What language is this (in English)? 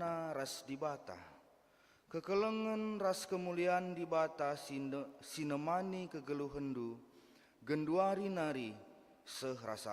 Batak Karo